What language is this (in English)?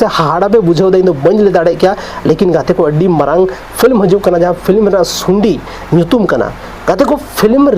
Santali